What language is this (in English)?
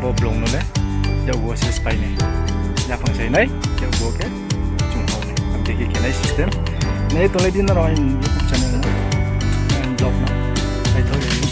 Riang (India)